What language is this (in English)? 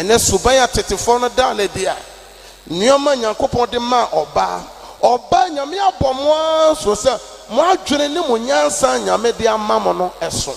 Akan